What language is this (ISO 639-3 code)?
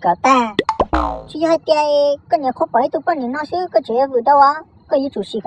hmn